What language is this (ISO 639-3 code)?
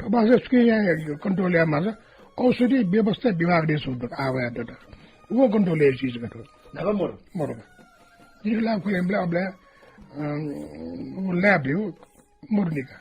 new